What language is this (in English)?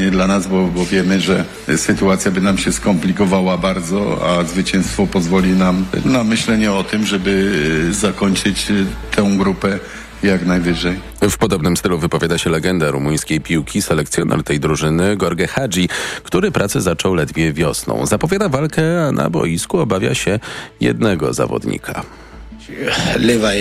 Polish